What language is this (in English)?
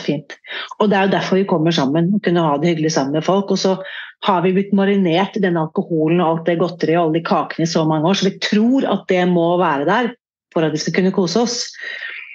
Norwegian